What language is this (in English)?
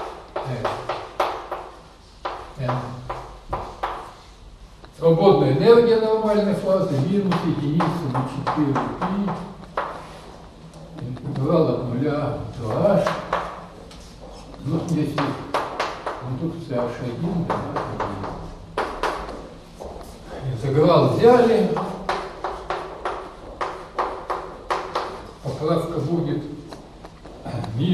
Russian